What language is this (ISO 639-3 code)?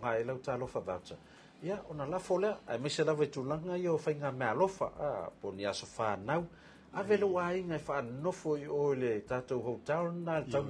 smo